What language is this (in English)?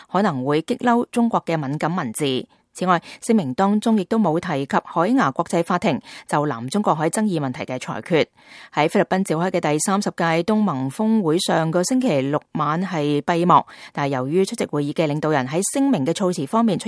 Cantonese